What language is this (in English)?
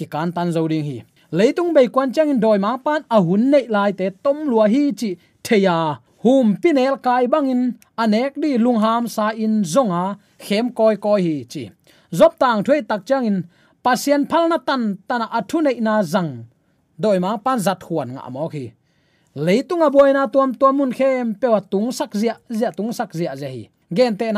Tedim Chin